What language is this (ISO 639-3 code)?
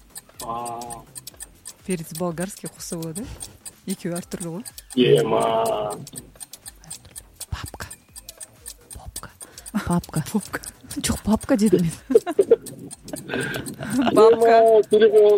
kaz